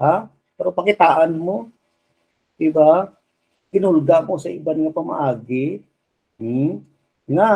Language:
Hiligaynon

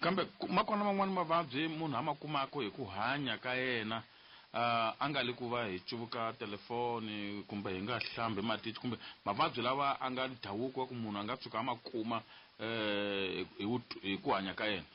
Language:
Tsonga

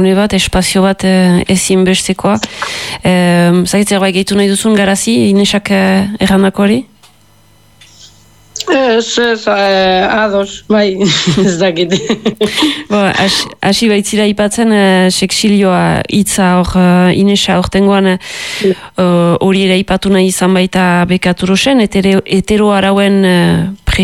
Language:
Basque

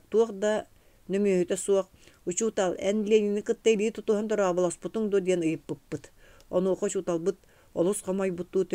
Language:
Yakut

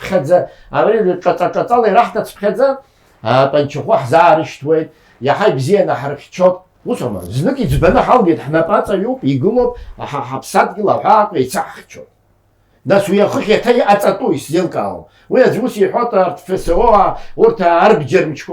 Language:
Abkhazian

